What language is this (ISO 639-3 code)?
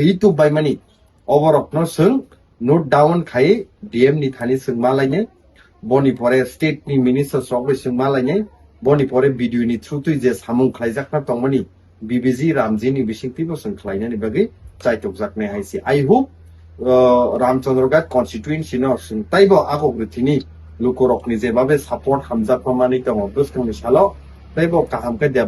trp